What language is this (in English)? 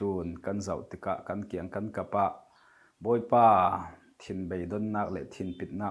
Falam Chin